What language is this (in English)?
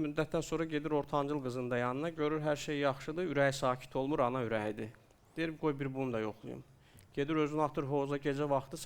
Azerbaijani